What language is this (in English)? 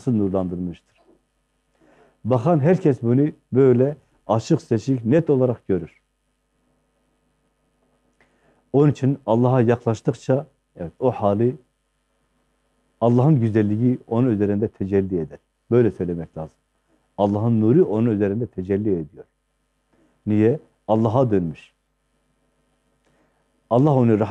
Turkish